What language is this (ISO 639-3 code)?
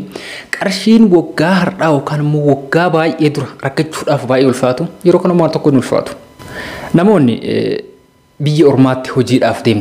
orm